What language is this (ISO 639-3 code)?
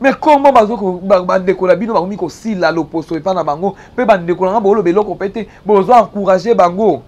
lin